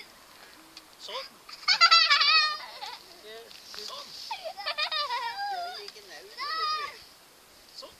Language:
Norwegian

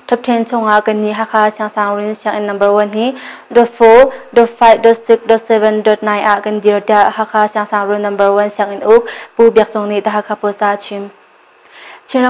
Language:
Hakha Chin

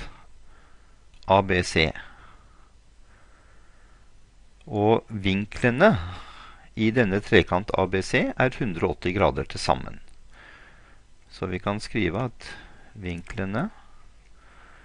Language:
Norwegian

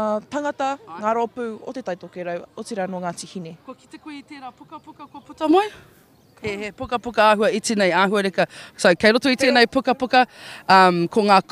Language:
Māori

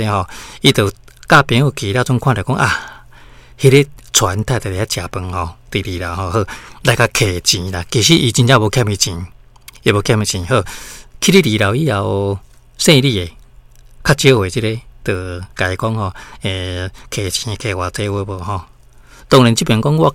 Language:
Min Nan Chinese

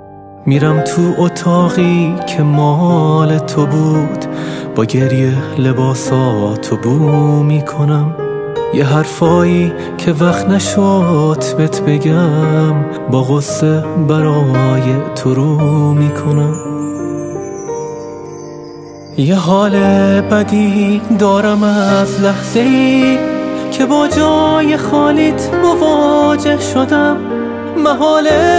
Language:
Persian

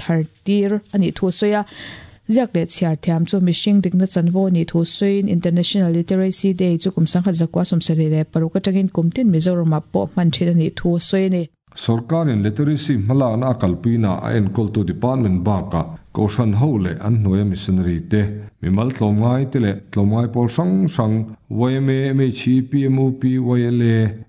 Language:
Mizo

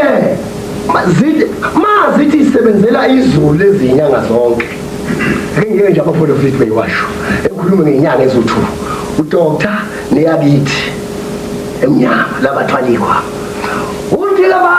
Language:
Zulu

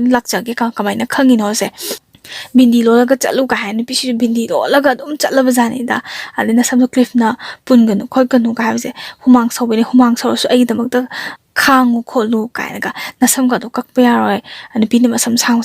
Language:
Manipuri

